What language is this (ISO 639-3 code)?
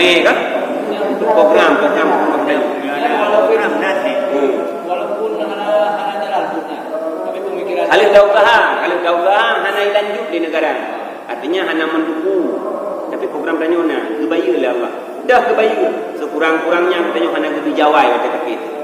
ace